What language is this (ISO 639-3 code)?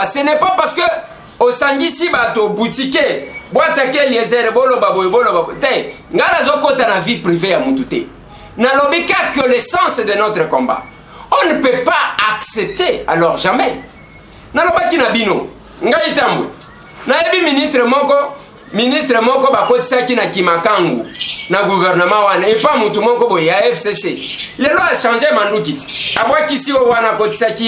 lin